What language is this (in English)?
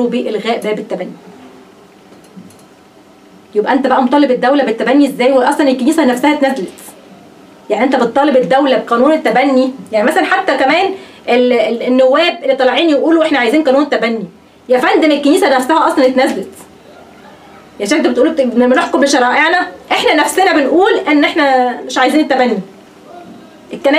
Egyptian Arabic